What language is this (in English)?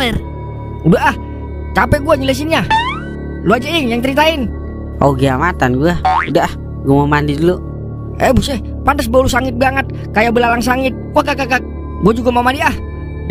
Betawi